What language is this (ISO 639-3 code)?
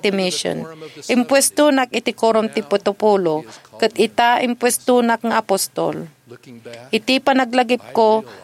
ilo